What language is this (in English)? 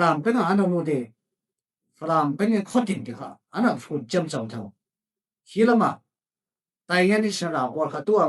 Falam Chin